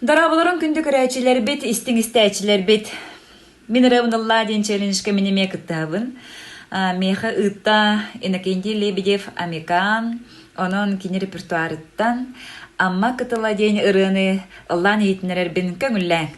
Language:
Yakut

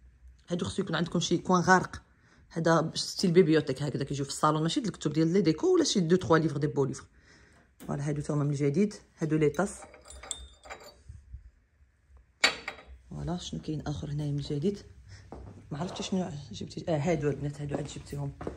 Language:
Moroccan Arabic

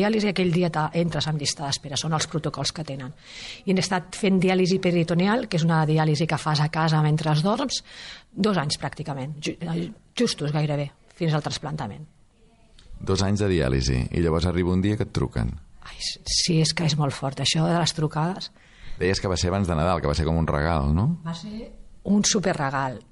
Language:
Catalan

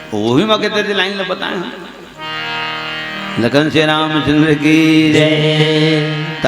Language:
Chhattisgarhi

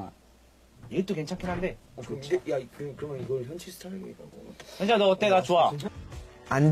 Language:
Korean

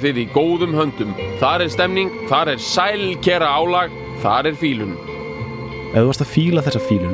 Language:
Icelandic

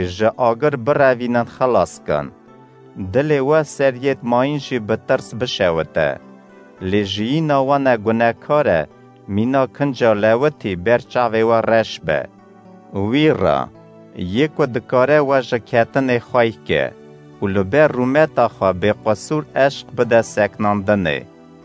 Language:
Kurdish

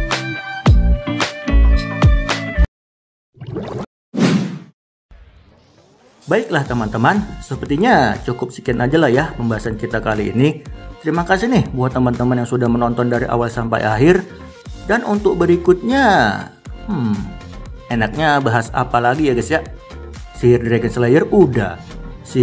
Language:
Indonesian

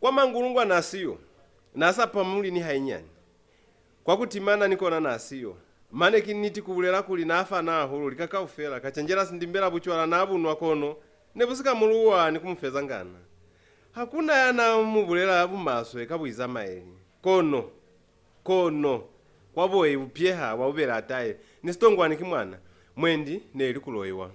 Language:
Lozi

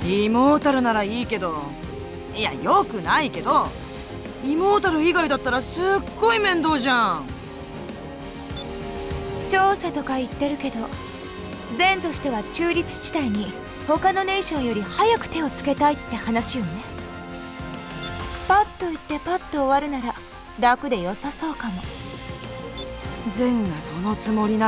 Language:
Japanese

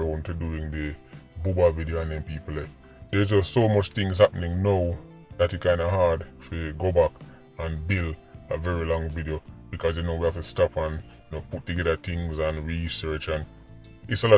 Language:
Jamaican Creole English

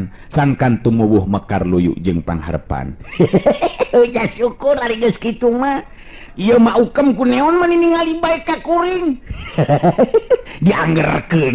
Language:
Sundanese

